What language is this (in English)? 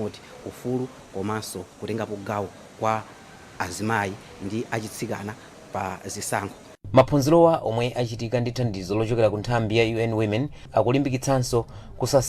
Nyanja